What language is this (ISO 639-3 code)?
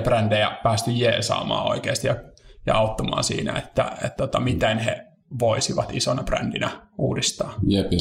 fin